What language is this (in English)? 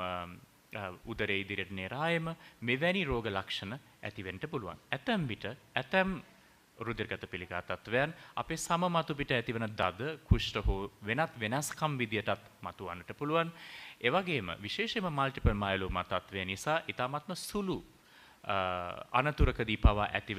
Sinhala